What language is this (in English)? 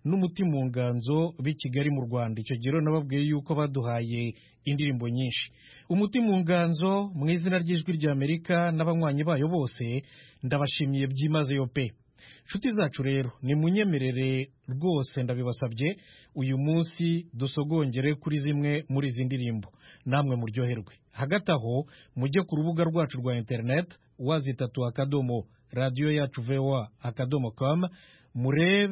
Kinyarwanda